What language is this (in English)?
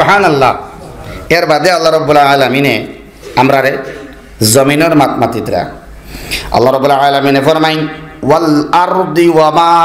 Sylheti